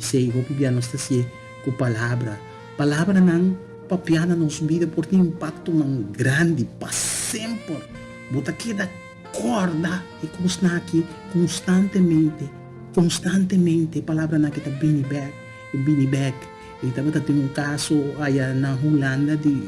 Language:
Papiamento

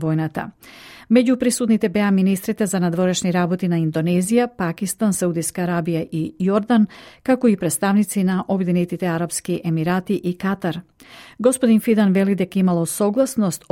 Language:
Macedonian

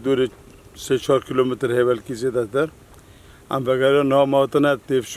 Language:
Kurdish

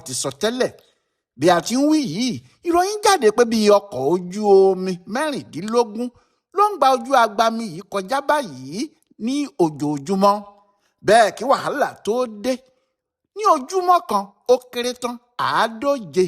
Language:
Yoruba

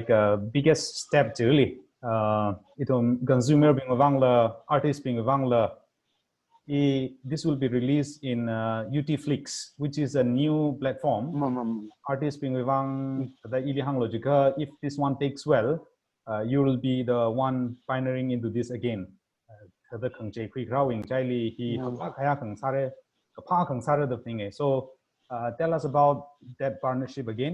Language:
Tangkhul Naga (India)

